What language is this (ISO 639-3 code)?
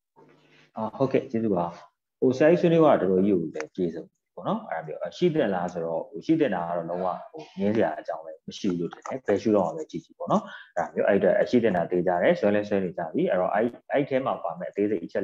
mya